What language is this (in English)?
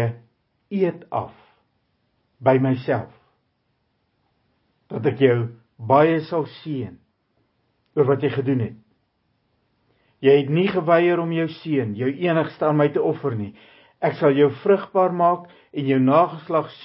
Afrikaans